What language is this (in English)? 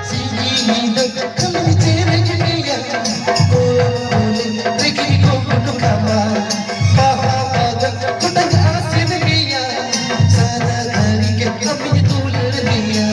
Santali